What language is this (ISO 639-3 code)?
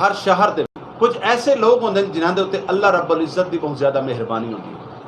skr